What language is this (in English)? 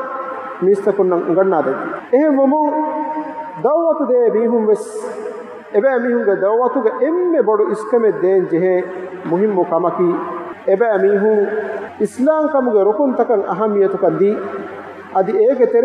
Divehi